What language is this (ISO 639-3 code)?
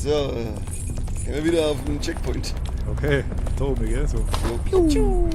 bar